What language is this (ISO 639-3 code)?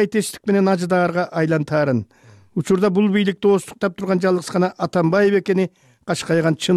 kir